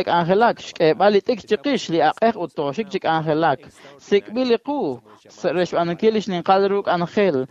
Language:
Kekchí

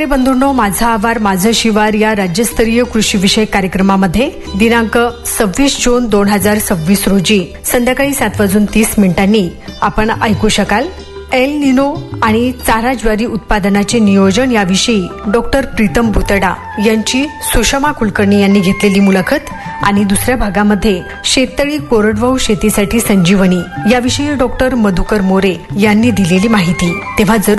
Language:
Marathi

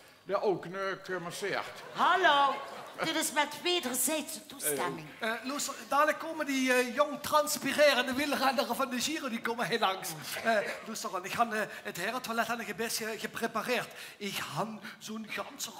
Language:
Limburgish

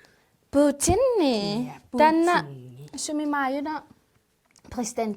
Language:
Kalaallisut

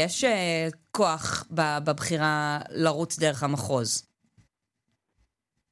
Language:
Hebrew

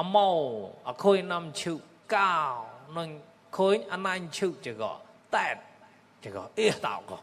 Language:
Mon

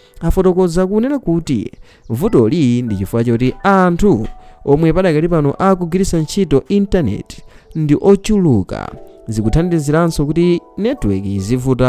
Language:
Nyanja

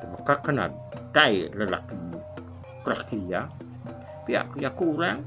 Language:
Iban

